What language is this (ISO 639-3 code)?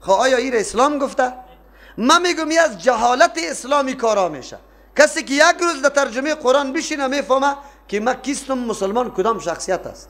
fas